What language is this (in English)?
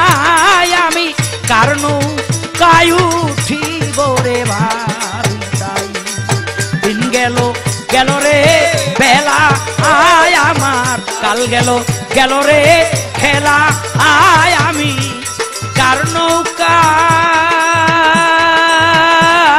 Bangla